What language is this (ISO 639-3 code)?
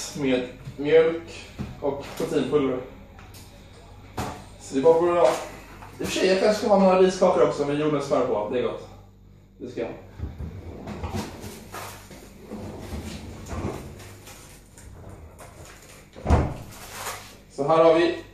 swe